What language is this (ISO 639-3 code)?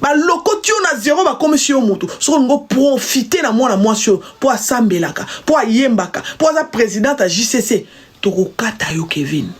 lin